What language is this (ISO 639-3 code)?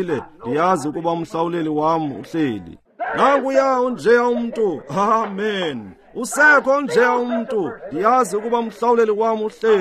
xho